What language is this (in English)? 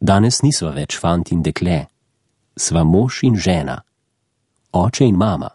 Slovenian